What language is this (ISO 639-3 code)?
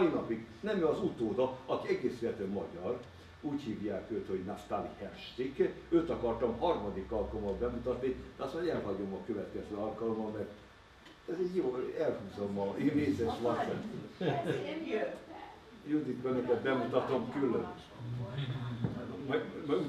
hun